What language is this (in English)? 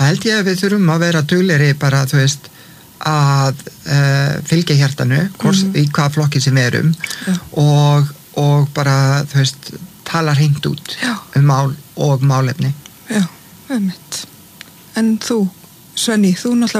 Icelandic